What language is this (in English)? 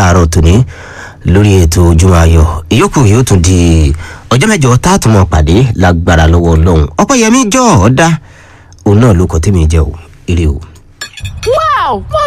Yoruba